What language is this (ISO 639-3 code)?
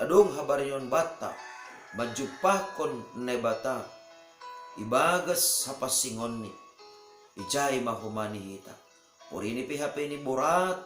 bts